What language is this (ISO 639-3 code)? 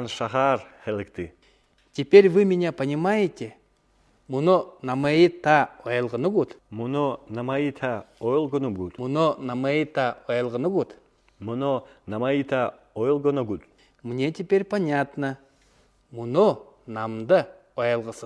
bua